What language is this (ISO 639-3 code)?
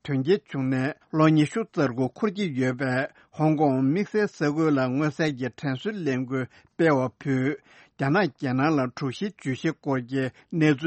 bod